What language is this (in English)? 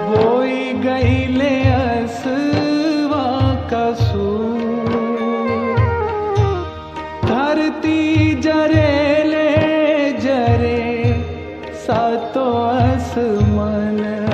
Bhojpuri